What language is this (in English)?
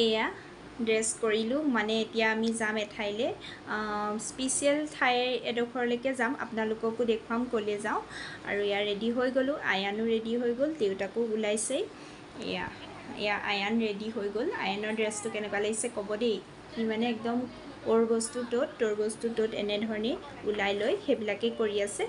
Assamese